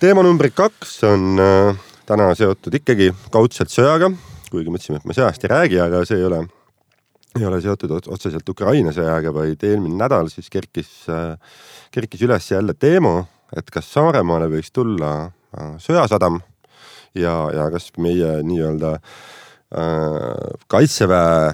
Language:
Estonian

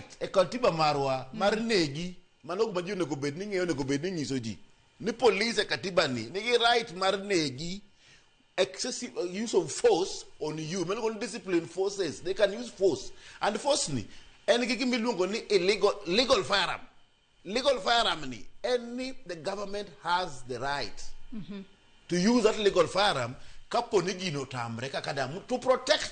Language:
Luo (Kenya and Tanzania)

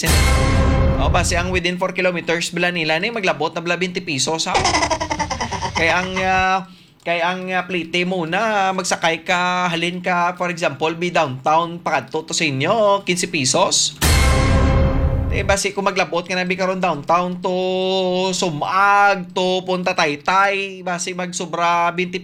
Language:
Hiligaynon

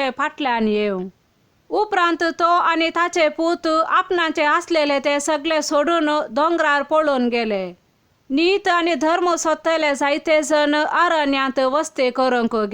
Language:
Konkani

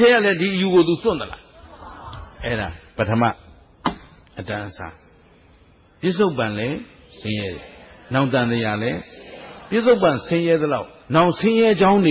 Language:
Burmese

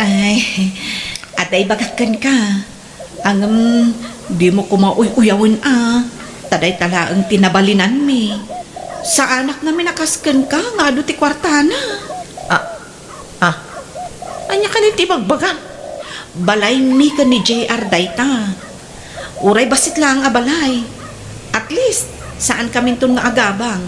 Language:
Iloko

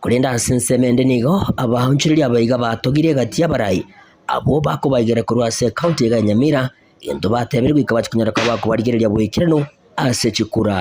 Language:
Gusii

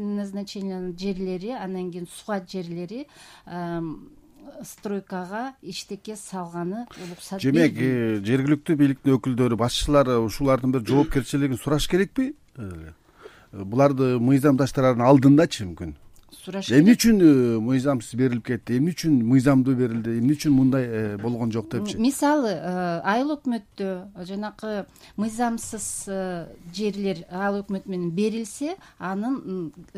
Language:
Kyrgyz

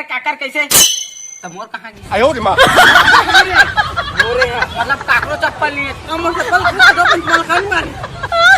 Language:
Chhattisgarhi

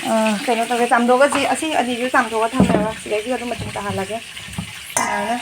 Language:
Manipuri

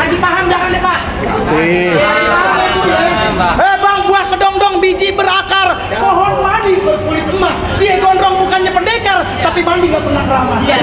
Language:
Betawi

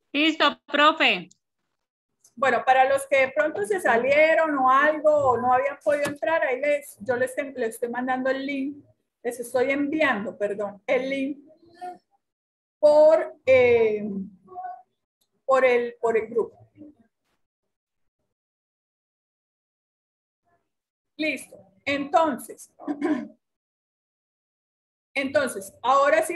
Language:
Spanish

